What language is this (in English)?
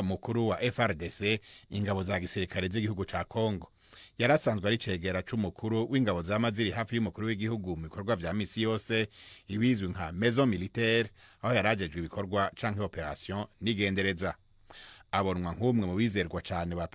Rundi